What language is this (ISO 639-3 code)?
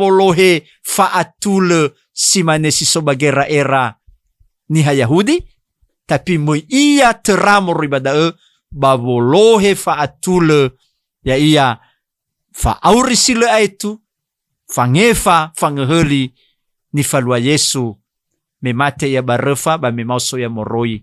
nia